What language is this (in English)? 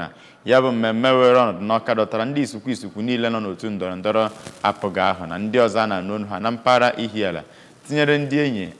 Igbo